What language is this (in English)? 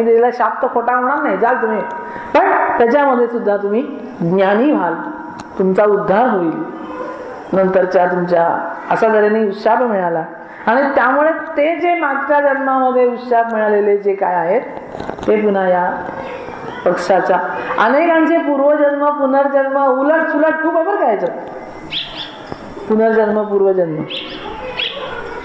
Marathi